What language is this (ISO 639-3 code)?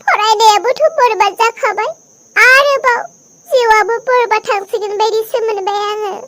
brx